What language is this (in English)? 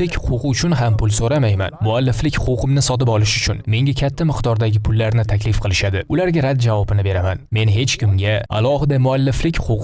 Uzbek